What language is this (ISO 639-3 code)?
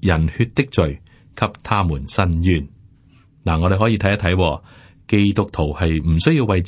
yue